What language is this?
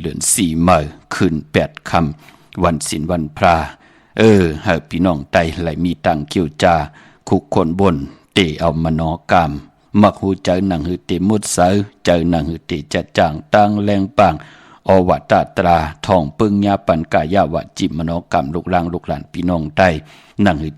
Shan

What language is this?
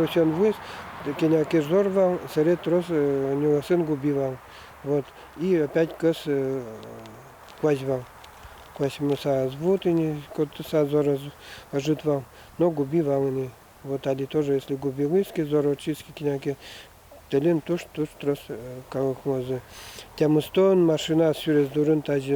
Udmurt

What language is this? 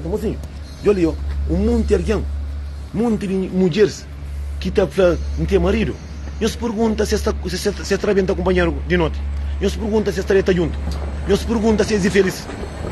Kabuverdianu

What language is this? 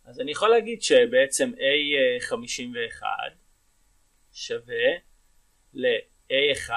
Hebrew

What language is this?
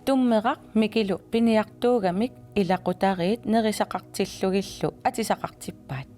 Kalaallisut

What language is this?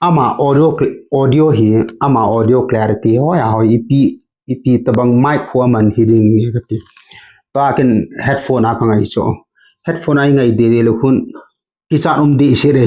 Thado Chin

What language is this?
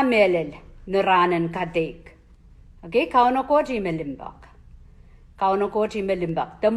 Pohnpeian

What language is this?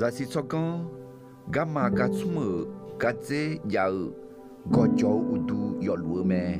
Akha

